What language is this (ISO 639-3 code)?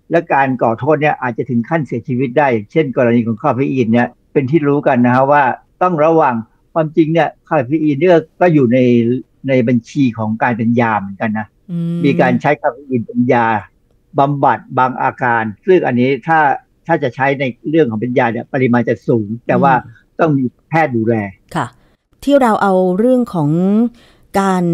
tha